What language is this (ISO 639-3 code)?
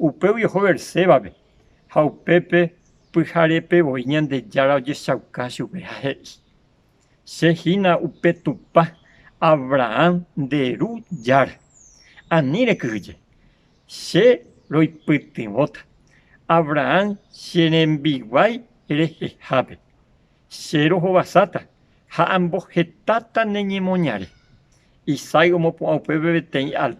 grn